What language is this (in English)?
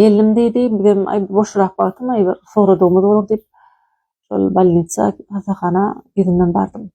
Turkmen